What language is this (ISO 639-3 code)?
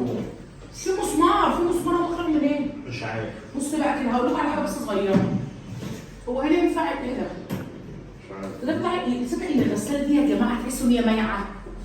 arz